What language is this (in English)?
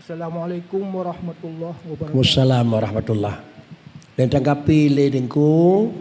Achinese